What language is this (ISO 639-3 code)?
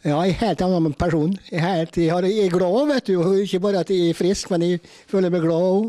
nor